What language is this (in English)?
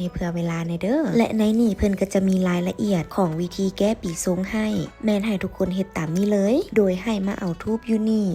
Lao